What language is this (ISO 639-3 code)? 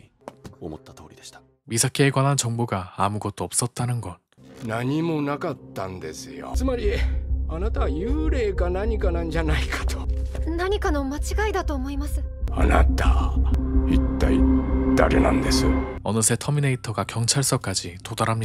jpn